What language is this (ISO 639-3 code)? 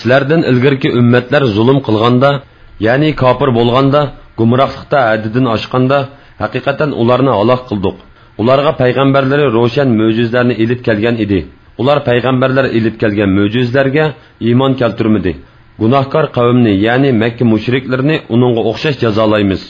uig